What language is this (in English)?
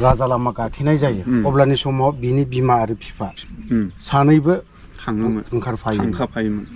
Bodo